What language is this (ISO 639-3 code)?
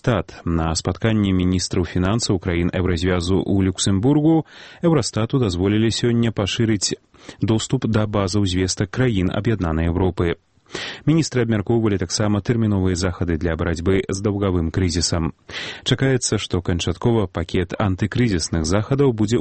bel